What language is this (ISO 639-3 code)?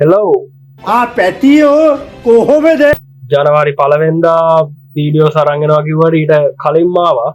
sin